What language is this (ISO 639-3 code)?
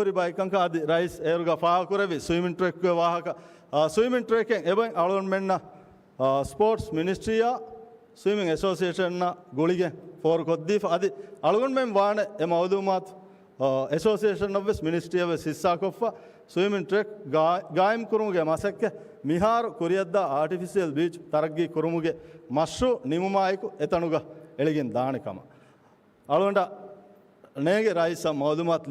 div